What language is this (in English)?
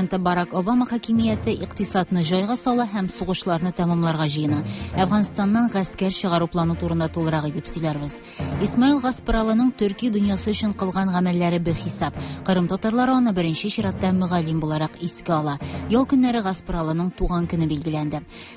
Tatar